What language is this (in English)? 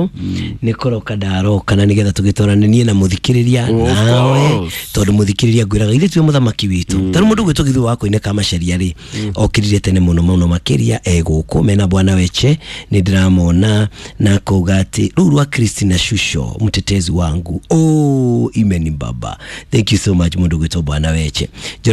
Kikuyu